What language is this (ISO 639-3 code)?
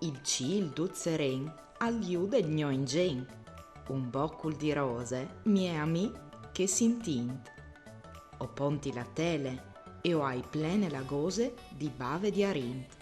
fur